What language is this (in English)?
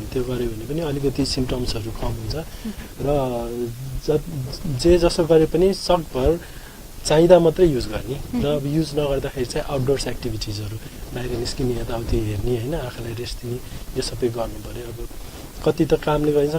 Nepali